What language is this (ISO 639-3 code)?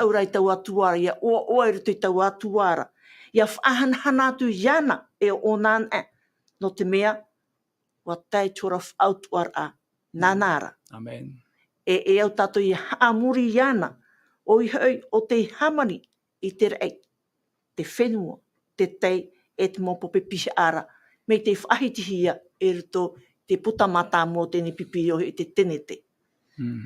tah